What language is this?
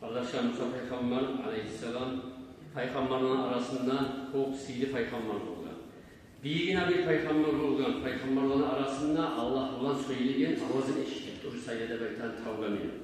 Kumyk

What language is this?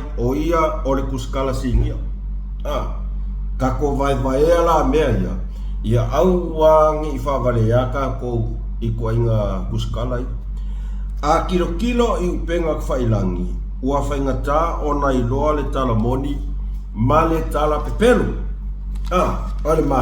Samoan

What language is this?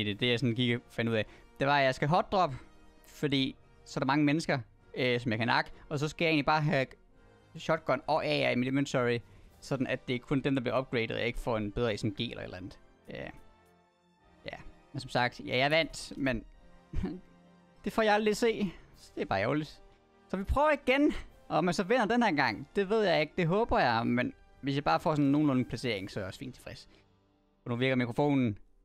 Danish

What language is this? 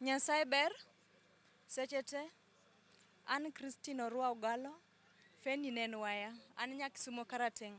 Luo (Kenya and Tanzania)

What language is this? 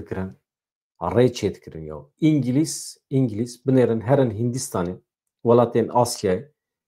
Kurdish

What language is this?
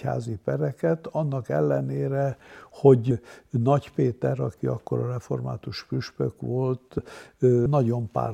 Hungarian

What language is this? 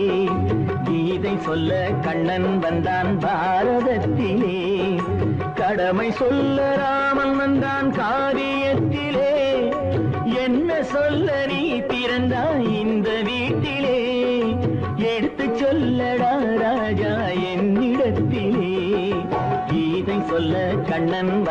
Tamil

